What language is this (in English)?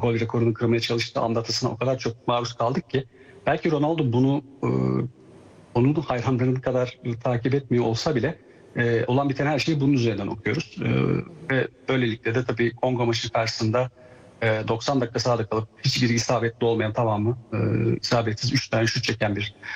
Turkish